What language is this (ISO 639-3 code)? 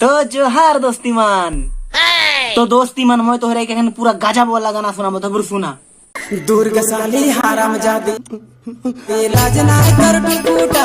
sck